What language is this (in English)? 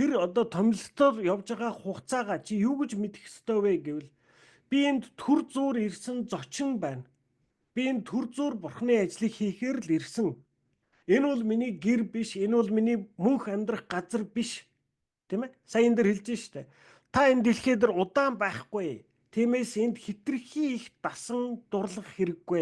Mongolian